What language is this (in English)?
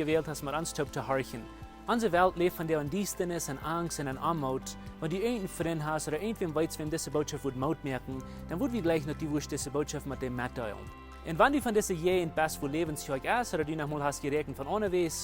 Plautdietsch